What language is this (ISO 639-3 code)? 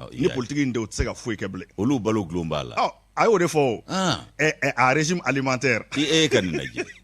bam